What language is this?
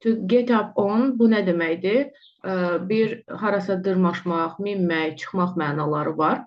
Azerbaijani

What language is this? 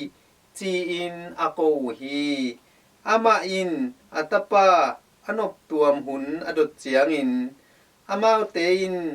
Tedim Chin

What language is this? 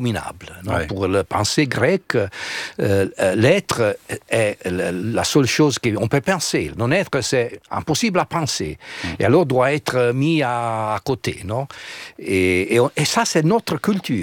French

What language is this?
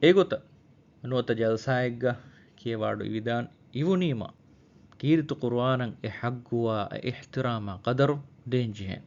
Divehi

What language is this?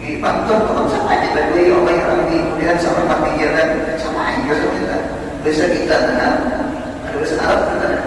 Banjar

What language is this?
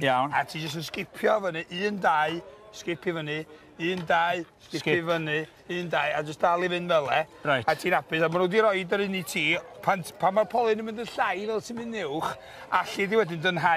Welsh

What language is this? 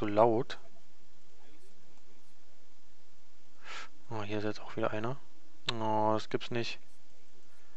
German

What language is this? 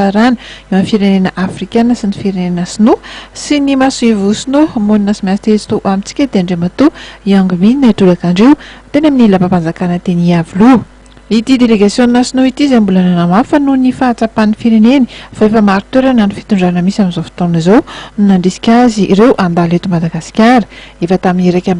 Malagasy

